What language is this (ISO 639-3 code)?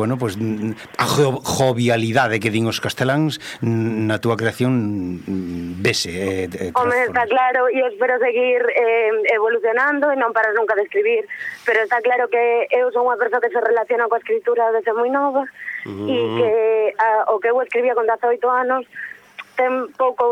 glg